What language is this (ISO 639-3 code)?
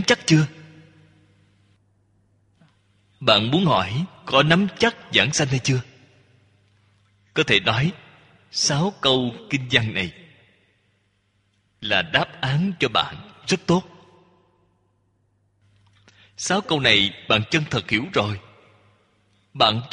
vie